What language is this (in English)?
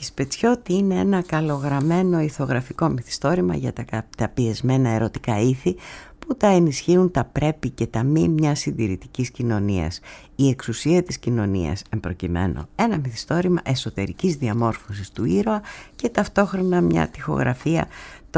Greek